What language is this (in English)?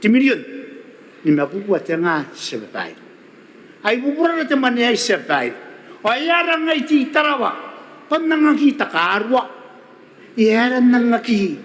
Gilbertese